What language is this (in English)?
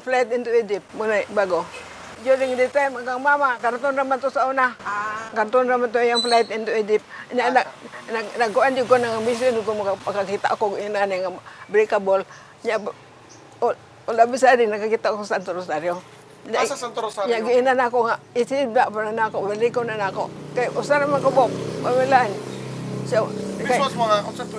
Cebuano